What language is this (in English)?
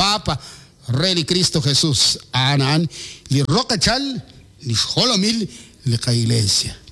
Kekchí